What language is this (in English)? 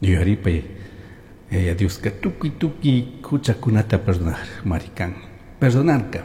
Chimborazo Highland Quichua